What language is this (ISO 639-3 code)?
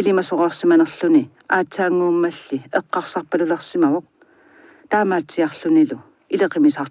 kal